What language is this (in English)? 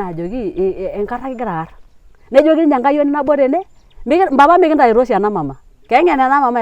Masai